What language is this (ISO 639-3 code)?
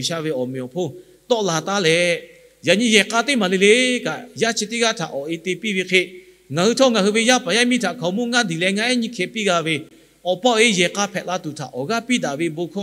lhu